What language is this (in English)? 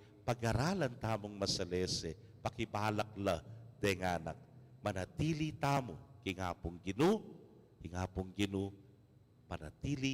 Pampanga